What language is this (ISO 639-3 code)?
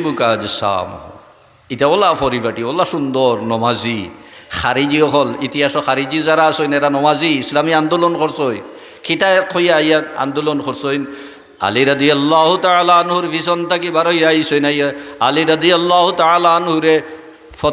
syl